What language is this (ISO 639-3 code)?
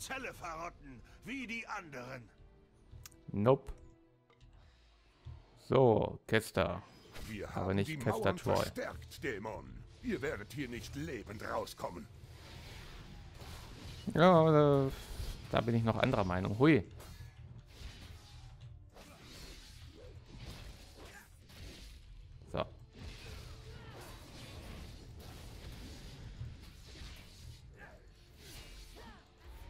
deu